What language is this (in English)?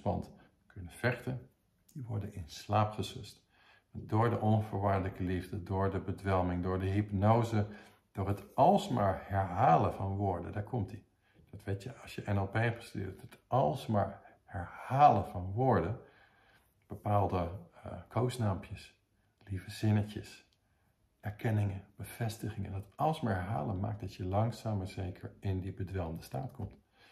Dutch